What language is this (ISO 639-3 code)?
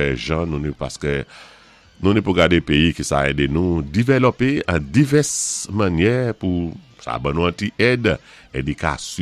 acf